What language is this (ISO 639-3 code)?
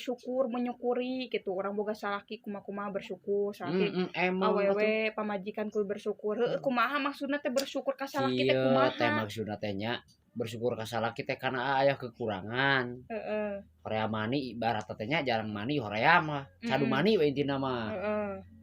sun